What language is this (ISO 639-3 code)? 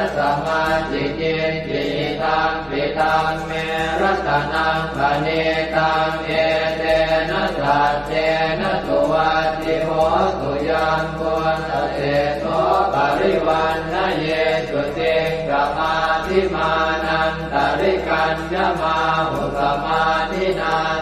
pli